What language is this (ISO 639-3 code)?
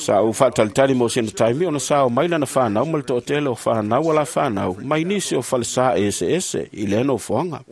smo